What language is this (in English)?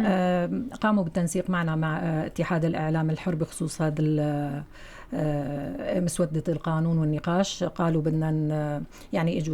North Levantine Arabic